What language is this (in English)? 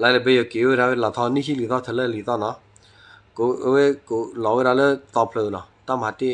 S'gaw Karen